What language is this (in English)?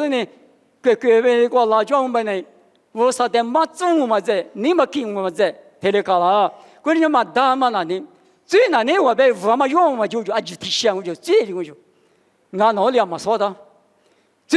Lisu